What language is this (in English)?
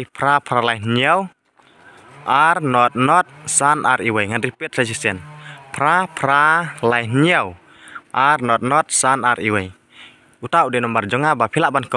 Khasi